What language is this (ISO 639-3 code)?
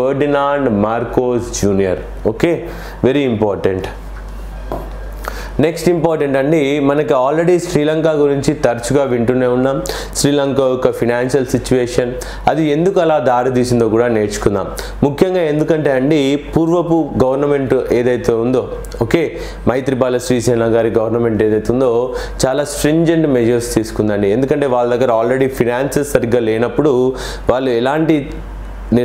tel